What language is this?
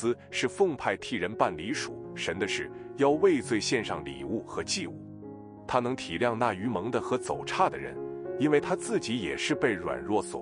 Chinese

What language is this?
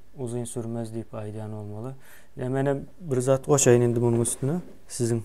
Turkmen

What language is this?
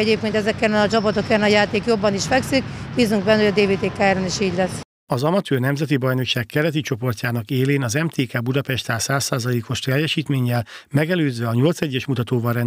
Hungarian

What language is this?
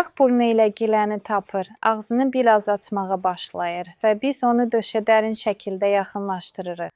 Azerbaijani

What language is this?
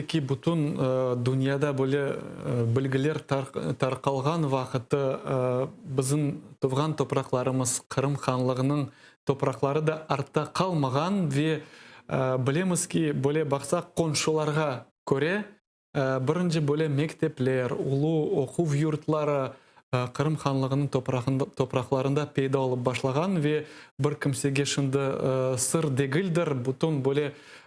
Crimean Tatar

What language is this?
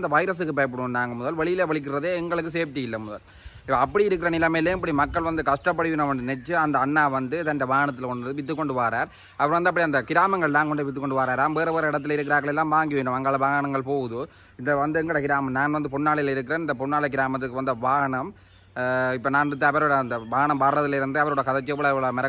Tamil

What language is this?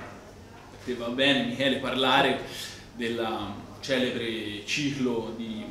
Italian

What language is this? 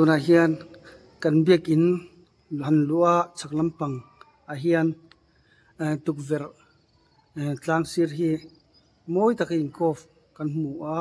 Mizo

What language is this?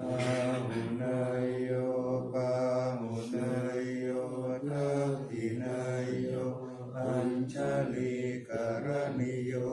Pali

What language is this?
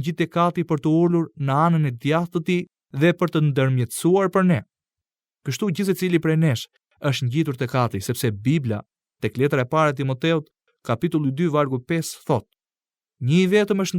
Albanian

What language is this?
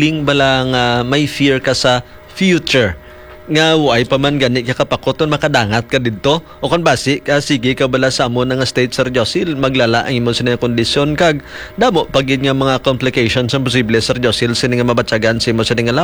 Hiligaynon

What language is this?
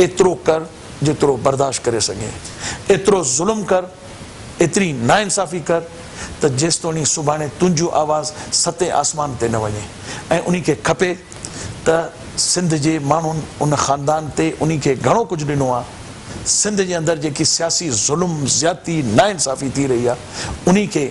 Sindhi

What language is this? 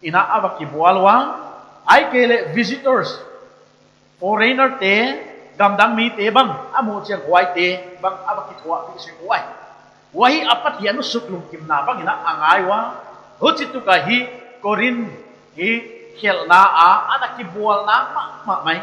Paite Chin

